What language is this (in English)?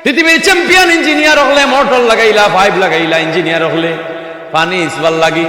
Sylheti